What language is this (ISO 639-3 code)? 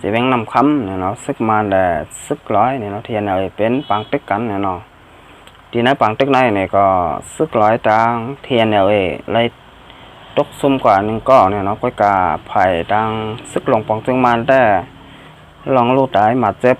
shn